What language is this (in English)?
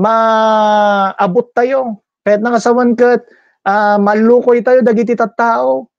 Iloko